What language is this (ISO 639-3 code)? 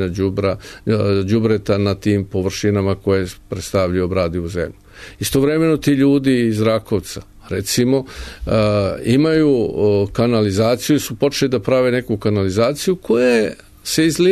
srp